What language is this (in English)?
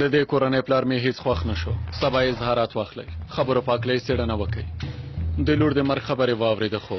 Pashto